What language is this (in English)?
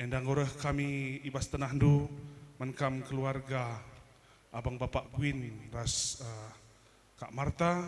Batak Karo